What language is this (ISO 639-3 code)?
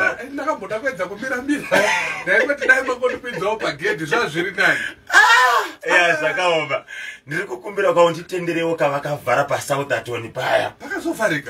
sna